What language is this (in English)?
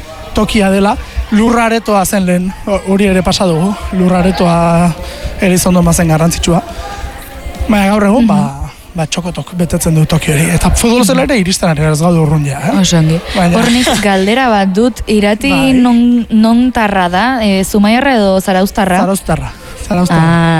Basque